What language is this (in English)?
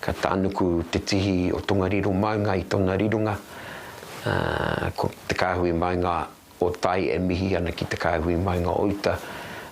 Māori